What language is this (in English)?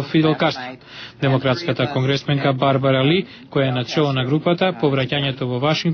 Macedonian